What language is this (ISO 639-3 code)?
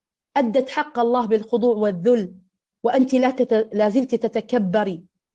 ara